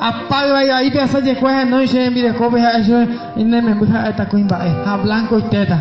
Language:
Guarani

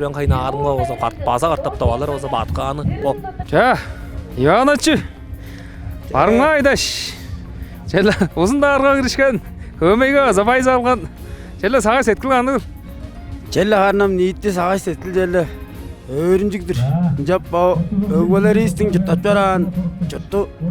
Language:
Tuvinian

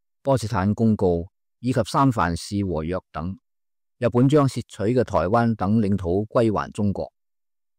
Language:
Cantonese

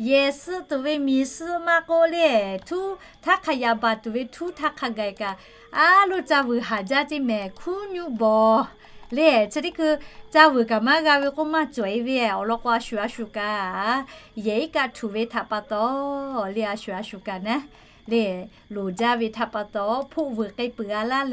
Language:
Lahu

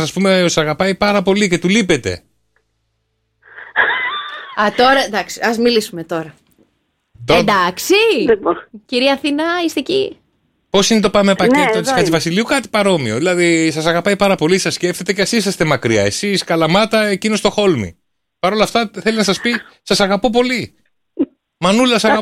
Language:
Greek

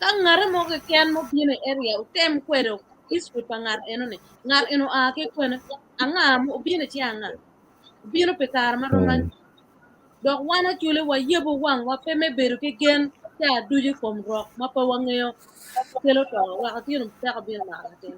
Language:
Acoli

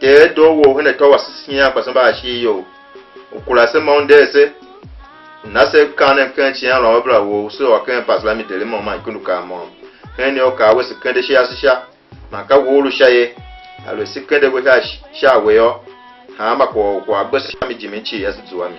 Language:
Tiv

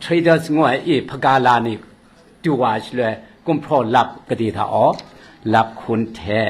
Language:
Kachin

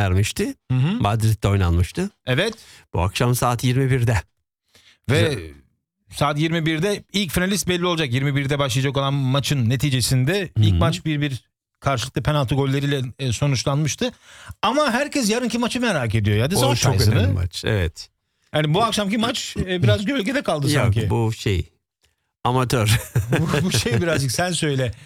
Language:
Turkish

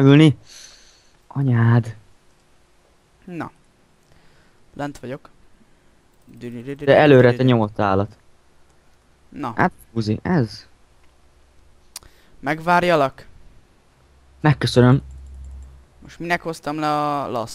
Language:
Hungarian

